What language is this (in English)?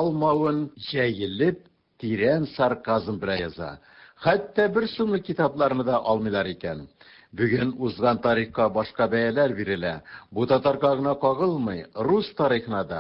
Tatar